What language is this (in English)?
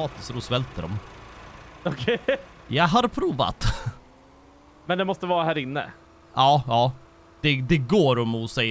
Swedish